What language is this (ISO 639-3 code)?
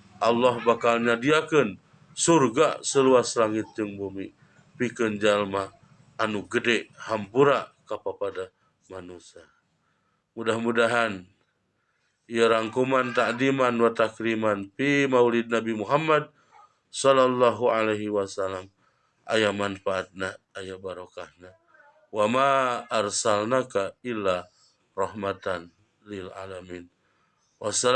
sun